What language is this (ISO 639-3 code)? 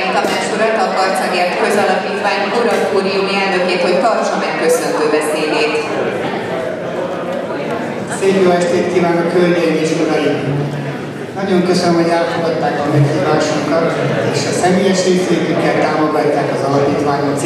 hun